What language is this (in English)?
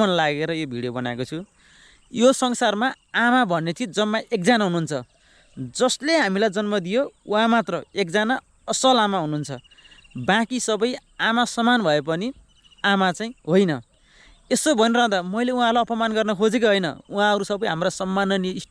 Nepali